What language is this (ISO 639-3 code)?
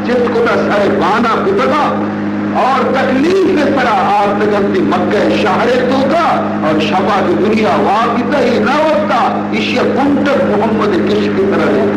bal